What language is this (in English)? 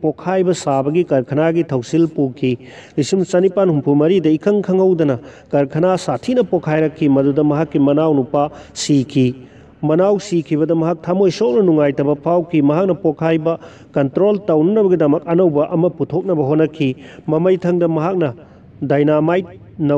Manipuri